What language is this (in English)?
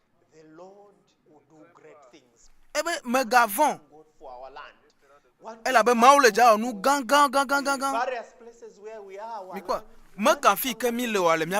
Ewe